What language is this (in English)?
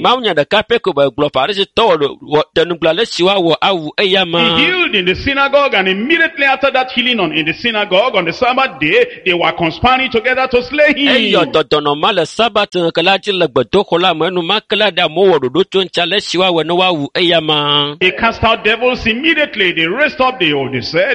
Ewe